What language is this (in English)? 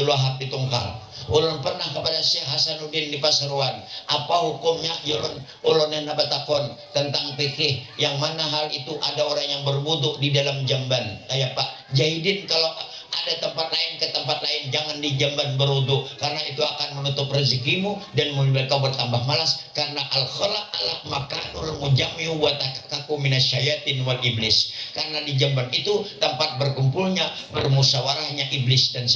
Banjar